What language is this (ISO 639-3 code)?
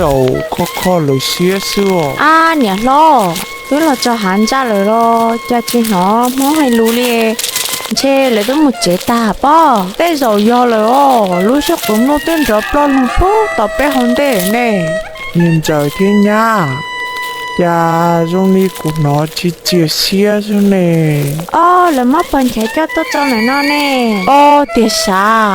hmn